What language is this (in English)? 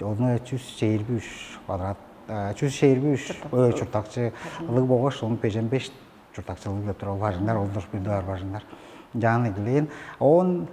Tuvinian